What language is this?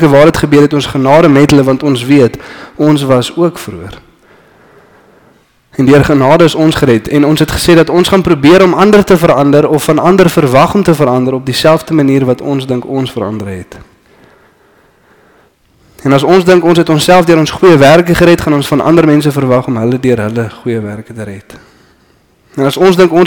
Afrikaans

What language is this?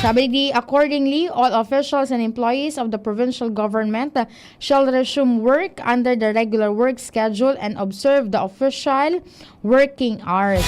Bikol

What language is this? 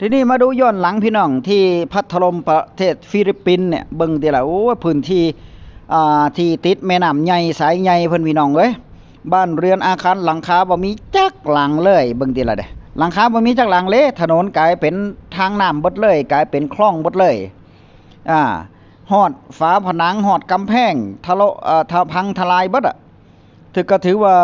Northeastern Thai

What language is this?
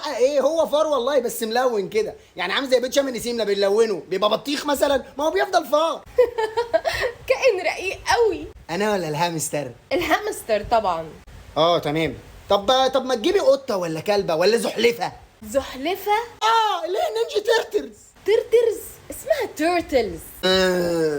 Egyptian Arabic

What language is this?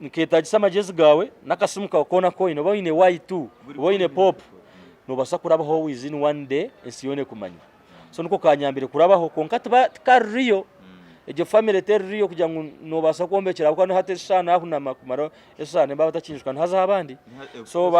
Nyankole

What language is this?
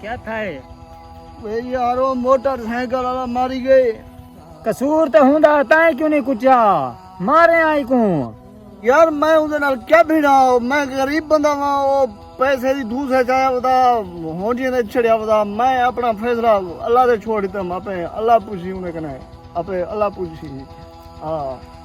Saraiki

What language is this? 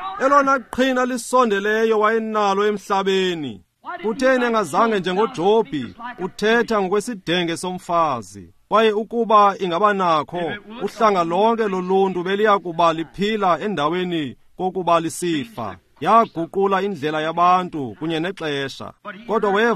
Xhosa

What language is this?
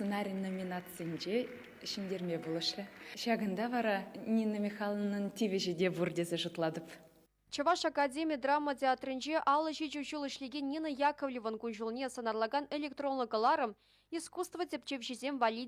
Chuvash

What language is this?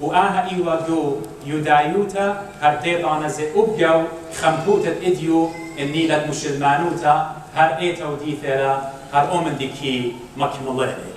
Assyrian Neo-Aramaic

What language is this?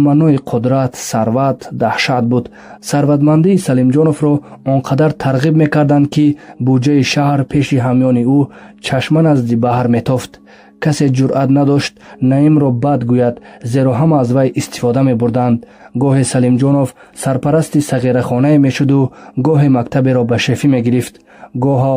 Tajik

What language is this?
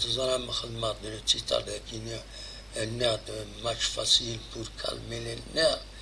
Kabyle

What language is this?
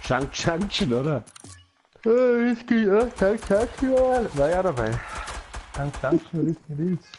Bavarian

